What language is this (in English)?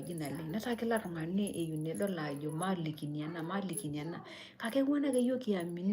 Masai